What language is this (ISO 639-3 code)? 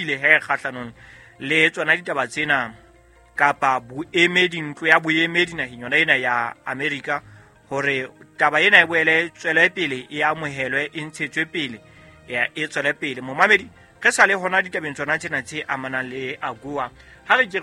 sot